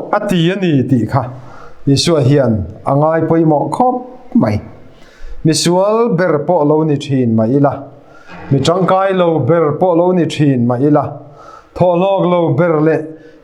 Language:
Mizo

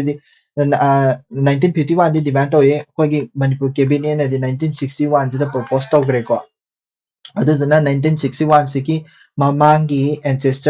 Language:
Manipuri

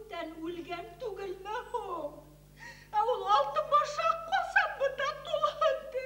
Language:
Bashkir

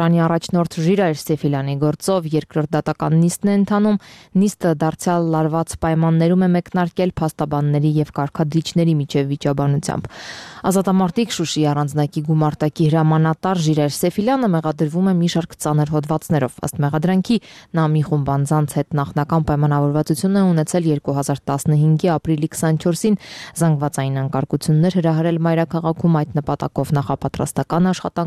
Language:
Armenian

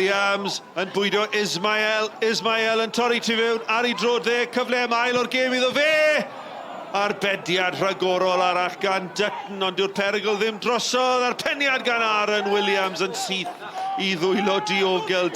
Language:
Welsh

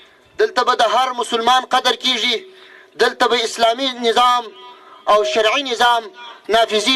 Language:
Pashto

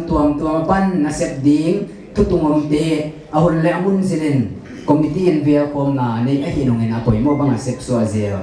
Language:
Paite Chin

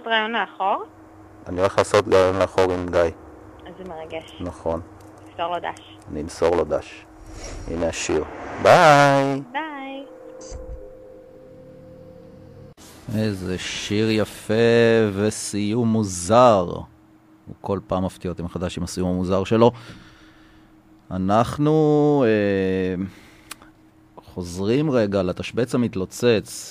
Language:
Hebrew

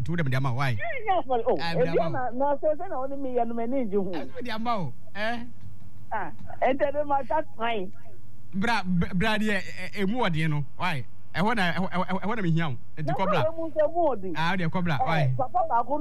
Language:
Akan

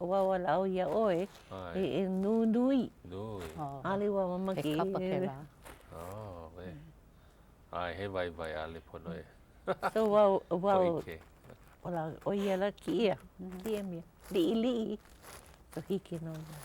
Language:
Hawaiian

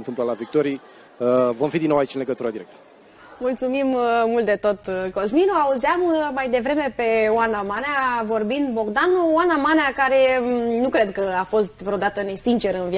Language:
Romanian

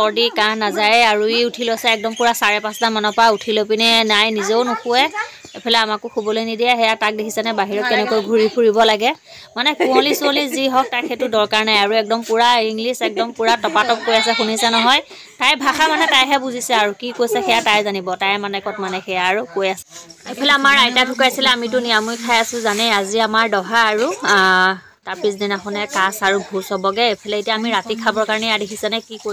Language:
Assamese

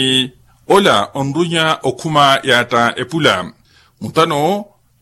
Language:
Makhuwa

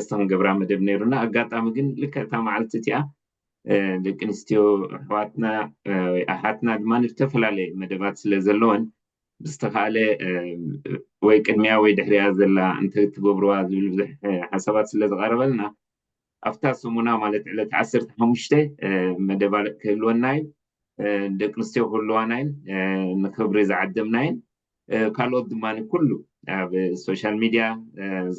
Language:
Tigrinya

